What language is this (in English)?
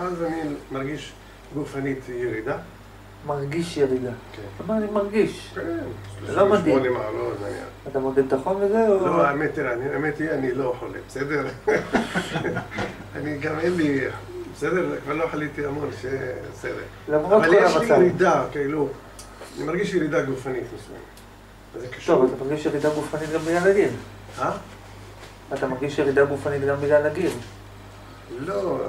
Hebrew